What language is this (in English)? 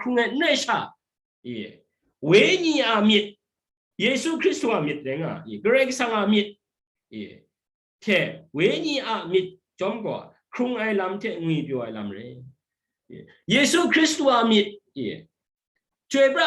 Kachin